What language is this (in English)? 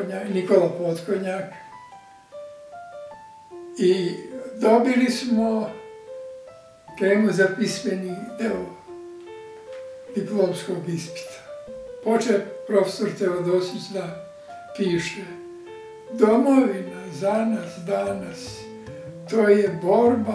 Serbian